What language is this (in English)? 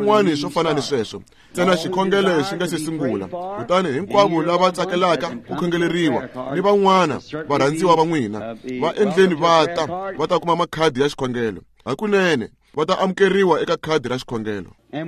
Tsonga